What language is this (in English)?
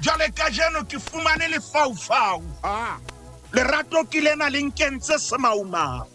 Southern Sotho